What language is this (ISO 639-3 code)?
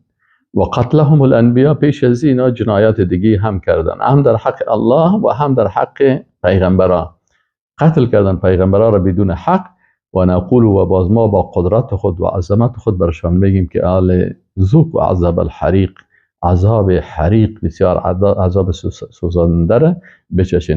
fas